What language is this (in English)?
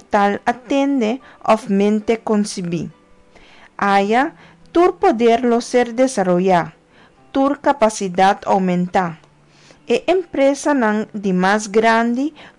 Papiamento